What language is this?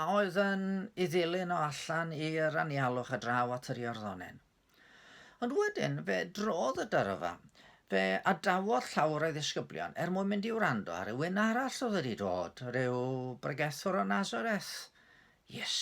Welsh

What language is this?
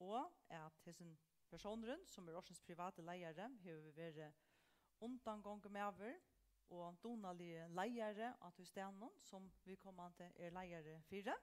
Faroese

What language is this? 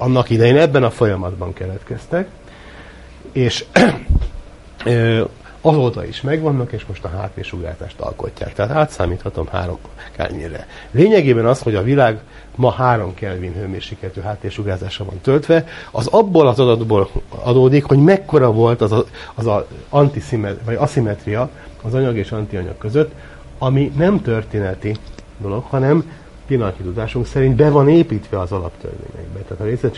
Hungarian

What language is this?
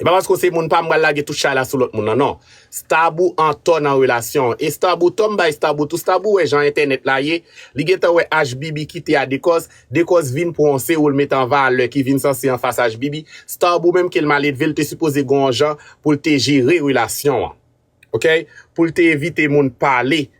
Haitian Creole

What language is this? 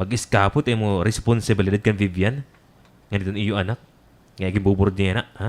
Waray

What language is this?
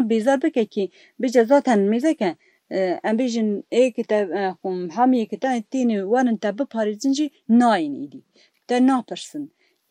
Kurdish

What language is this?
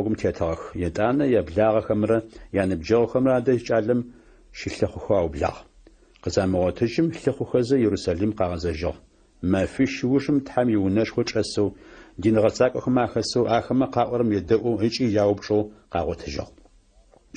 Adyghe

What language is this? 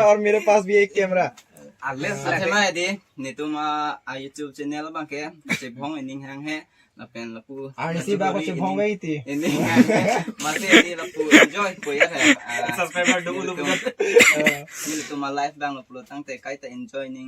Karbi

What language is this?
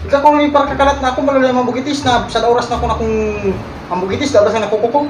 Bikol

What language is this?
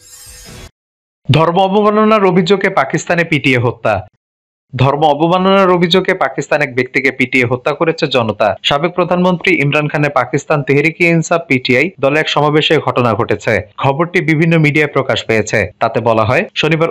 Bangla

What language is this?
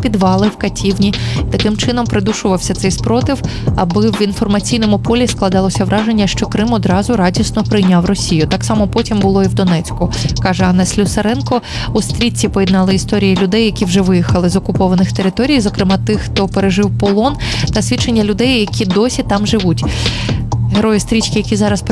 Ukrainian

